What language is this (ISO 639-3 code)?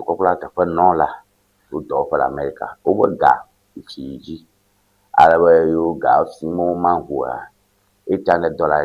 ewe